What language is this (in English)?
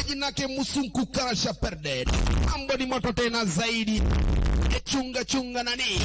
Masai